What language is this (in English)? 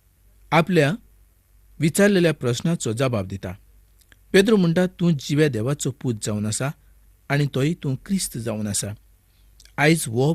Konkani